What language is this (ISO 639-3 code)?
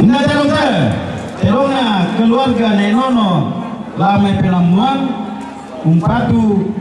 sda